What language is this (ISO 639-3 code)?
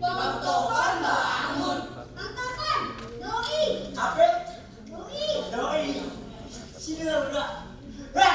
bew